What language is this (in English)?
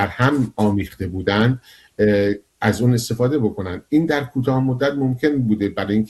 Persian